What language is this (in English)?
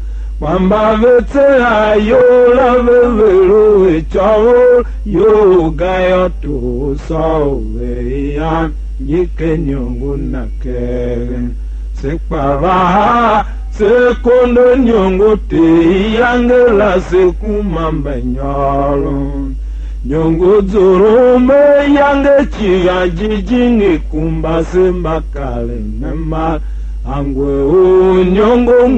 Tiv